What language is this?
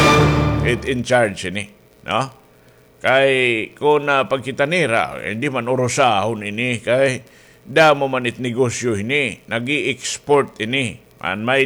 Waray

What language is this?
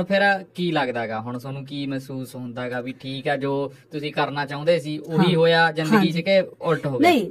Punjabi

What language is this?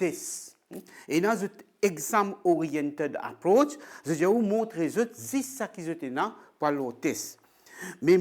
Morisyen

